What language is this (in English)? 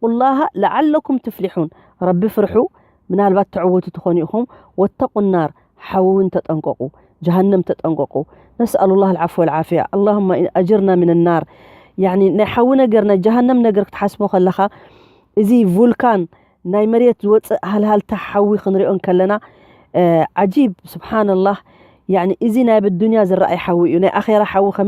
Tigrinya